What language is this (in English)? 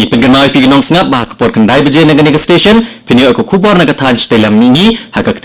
Khasi